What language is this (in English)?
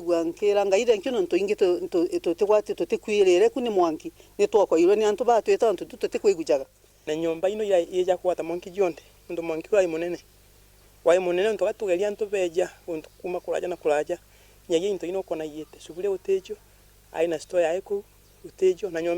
Meru